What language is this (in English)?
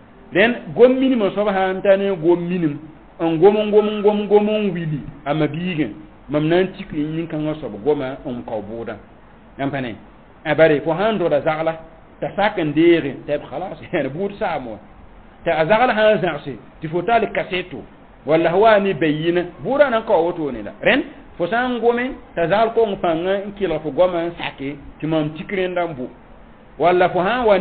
Mossi